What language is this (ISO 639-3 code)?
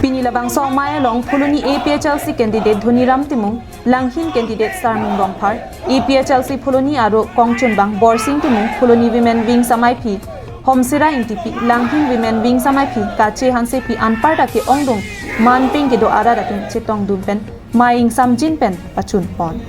mjw